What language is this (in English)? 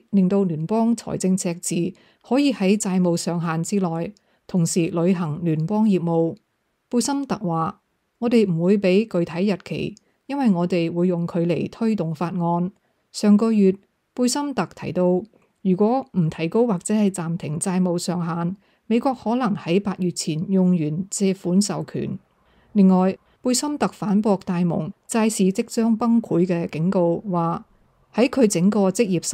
Cantonese